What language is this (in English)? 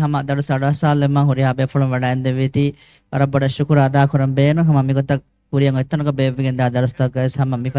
Divehi